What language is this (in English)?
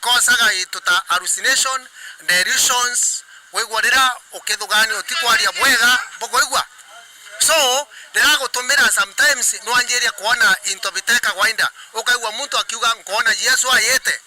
Meru